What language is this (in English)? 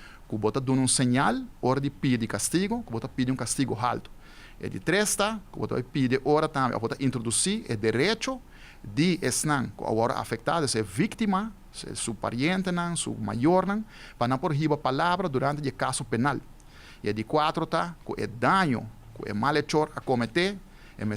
Papiamento